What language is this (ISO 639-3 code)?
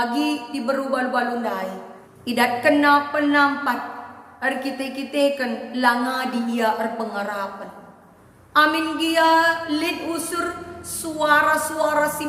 btx